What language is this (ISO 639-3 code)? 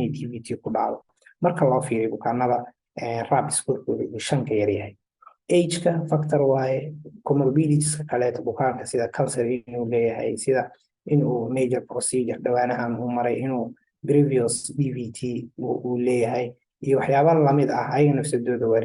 som